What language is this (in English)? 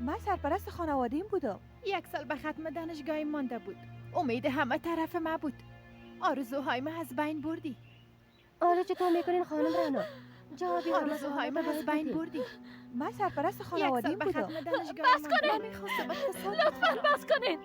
Persian